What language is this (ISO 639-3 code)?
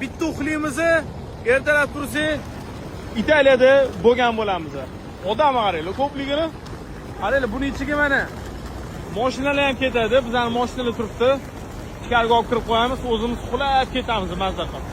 uzb